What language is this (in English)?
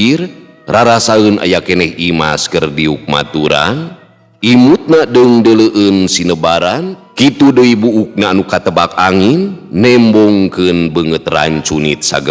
Sundanese